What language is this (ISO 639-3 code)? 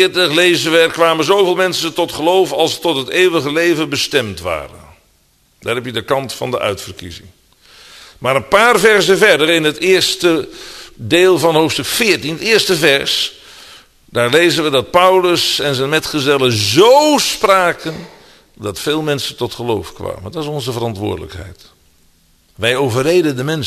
nld